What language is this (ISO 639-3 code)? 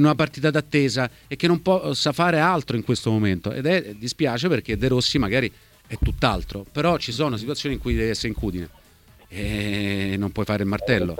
ita